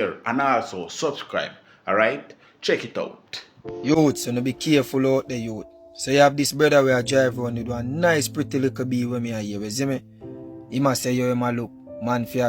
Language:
Jamaican Creole English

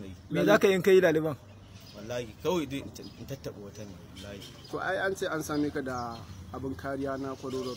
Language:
Hausa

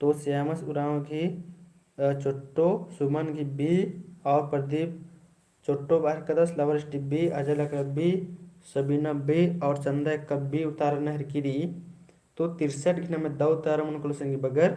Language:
Kurukh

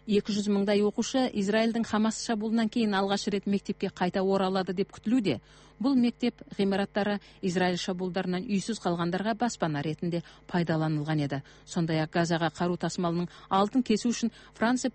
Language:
Kyrgyz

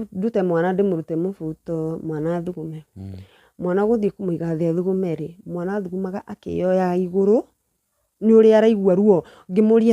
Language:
Kikuyu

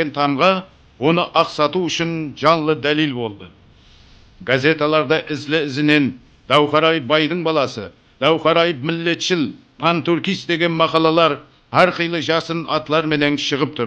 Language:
Kara-Kalpak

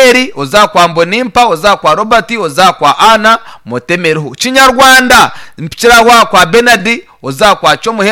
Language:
Nyankole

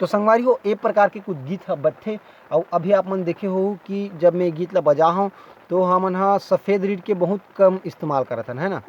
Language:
Chhattisgarhi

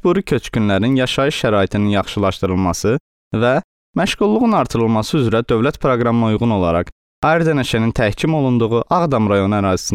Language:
Azerbaijani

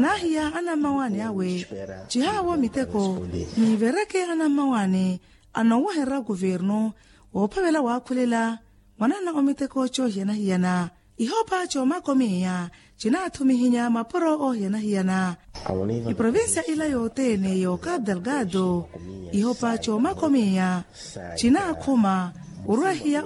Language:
Makhuwa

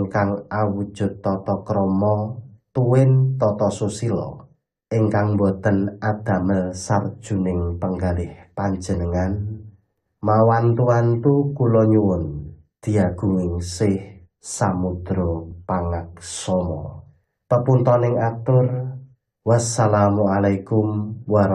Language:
Javanese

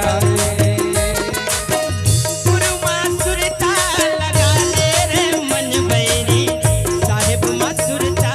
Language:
Chhattisgarhi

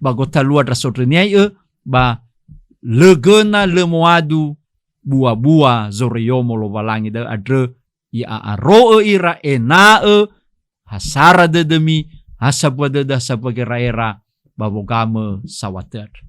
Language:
Nias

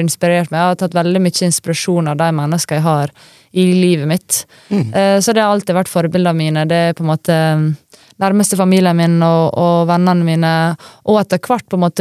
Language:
Norwegian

